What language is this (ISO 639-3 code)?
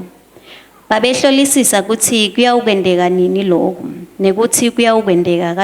ssw